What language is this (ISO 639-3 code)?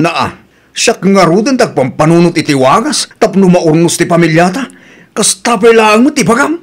ilo